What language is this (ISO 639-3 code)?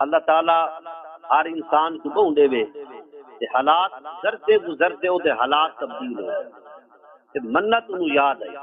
skr